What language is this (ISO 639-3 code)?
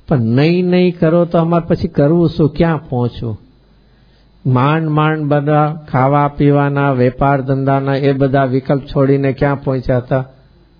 guj